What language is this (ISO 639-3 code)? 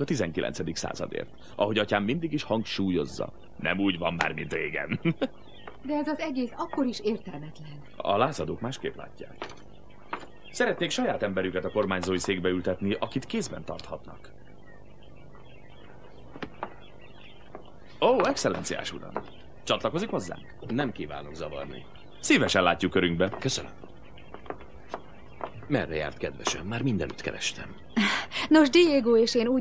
hun